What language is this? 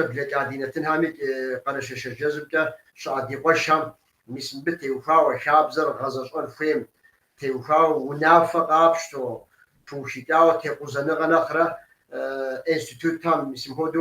Kabardian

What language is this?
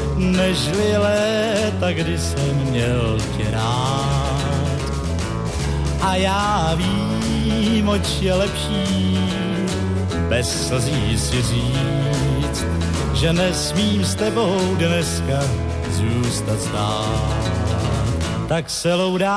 Czech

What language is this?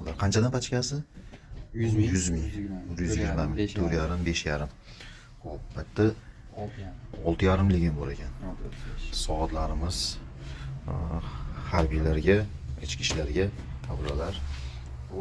Uzbek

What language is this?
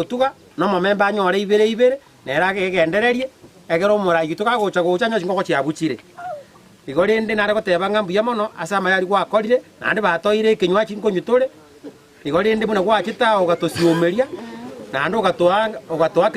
Gusii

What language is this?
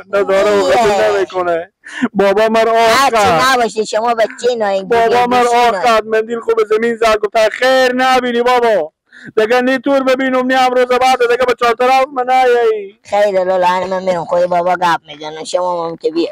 Hazaragi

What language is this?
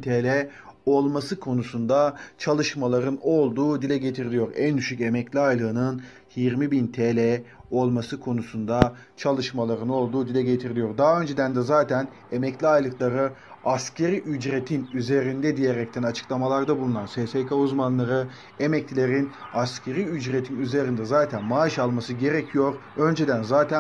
Turkish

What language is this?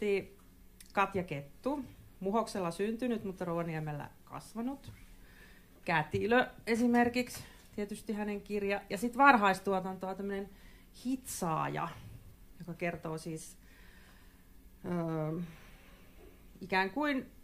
Finnish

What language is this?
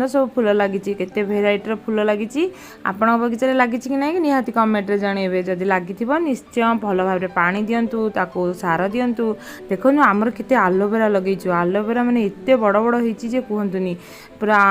Odia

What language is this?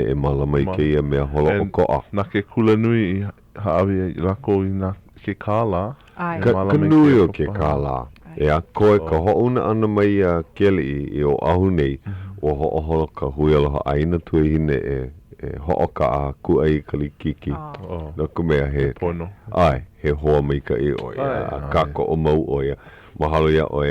Hawaiian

